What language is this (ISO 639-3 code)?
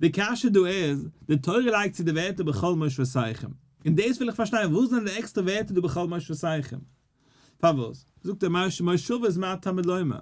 yid